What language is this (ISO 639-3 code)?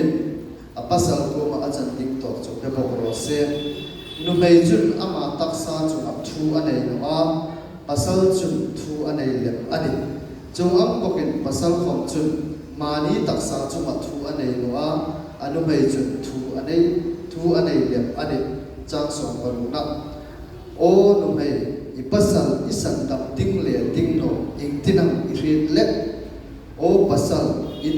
hmr